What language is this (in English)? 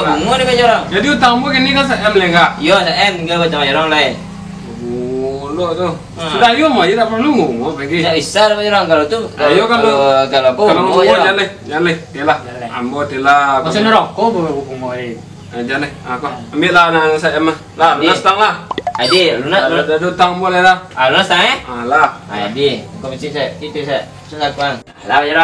Minangkabau